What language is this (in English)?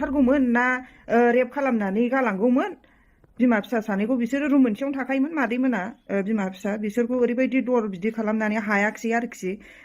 Bodo